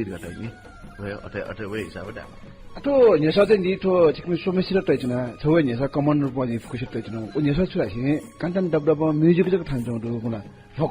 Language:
Newari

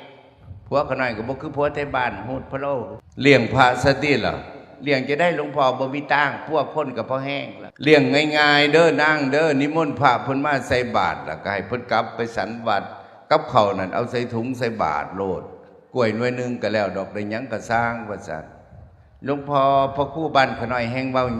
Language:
Northeastern Thai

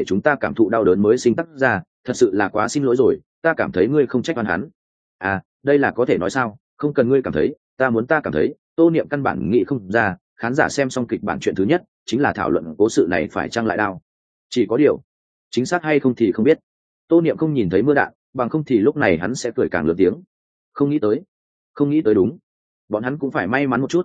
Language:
Vietnamese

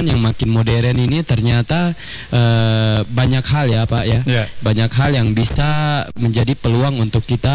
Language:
Indonesian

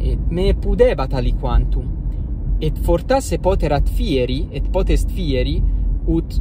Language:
Latin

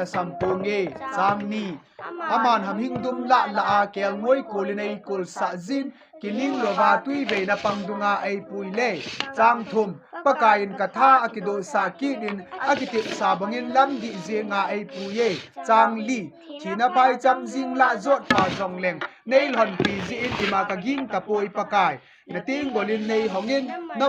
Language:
Thado Chin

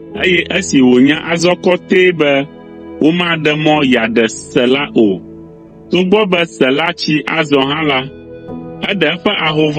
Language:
Ewe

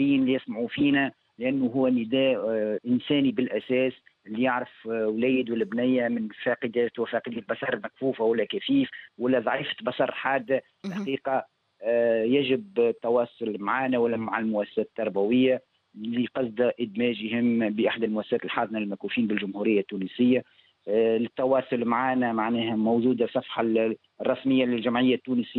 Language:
Tunisian Arabic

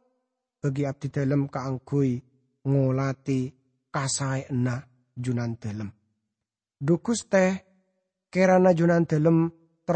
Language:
Madurese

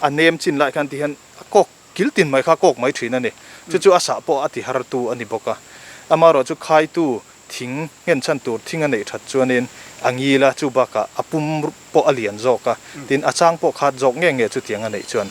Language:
Mizo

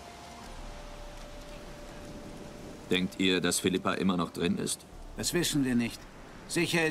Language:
German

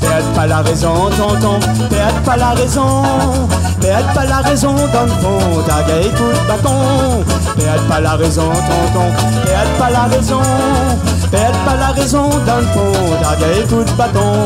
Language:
Réunion Creole French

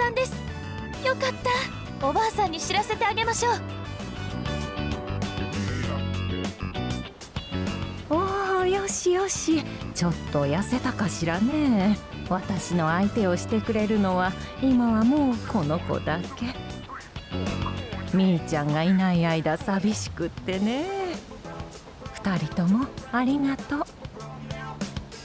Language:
Japanese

